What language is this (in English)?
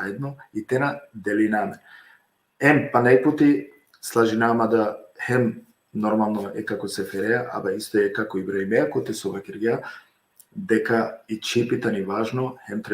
Balkan Romani